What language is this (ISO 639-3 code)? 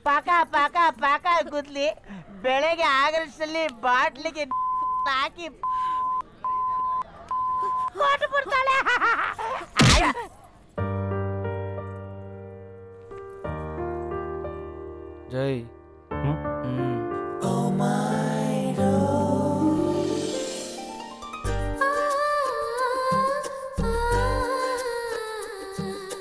kan